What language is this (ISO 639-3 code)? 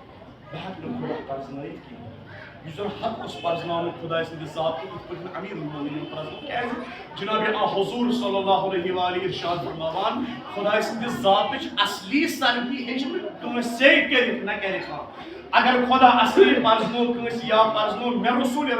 kas